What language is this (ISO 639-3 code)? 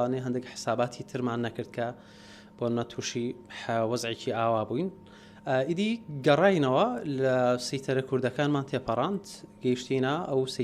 ckb